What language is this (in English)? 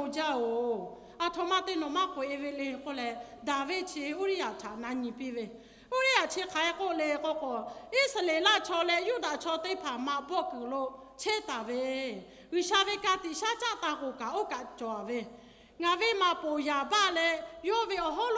Lahu